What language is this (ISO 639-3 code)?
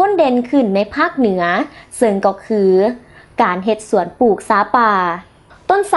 lao